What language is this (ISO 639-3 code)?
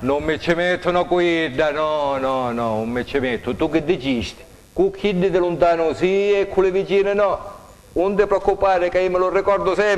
scn